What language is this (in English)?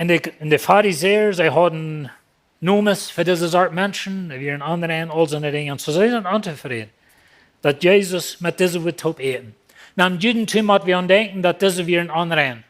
Plautdietsch